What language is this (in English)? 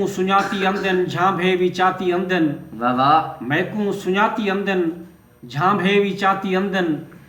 Saraiki